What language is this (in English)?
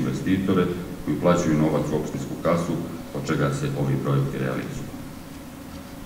Serbian